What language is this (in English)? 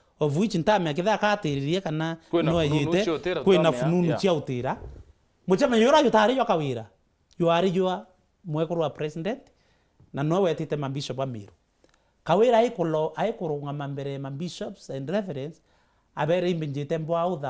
Meru